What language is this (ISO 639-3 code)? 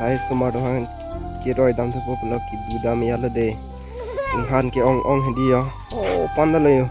mjw